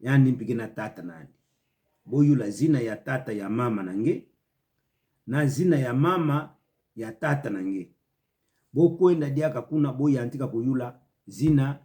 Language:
Kituba (Democratic Republic of Congo)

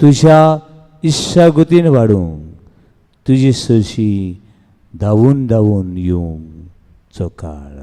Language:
Konkani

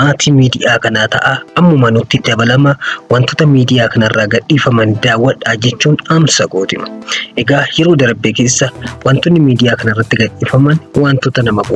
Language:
Oromo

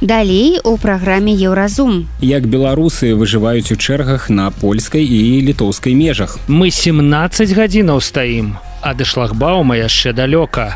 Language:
Belarusian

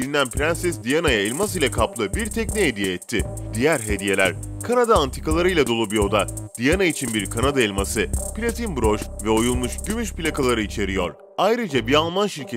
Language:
Turkish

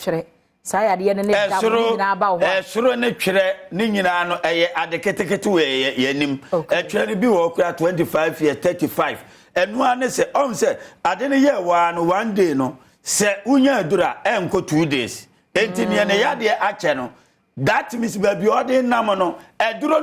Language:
Akan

